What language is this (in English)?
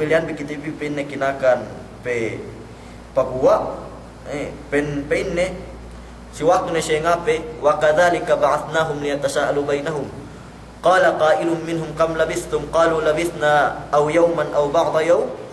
Yakan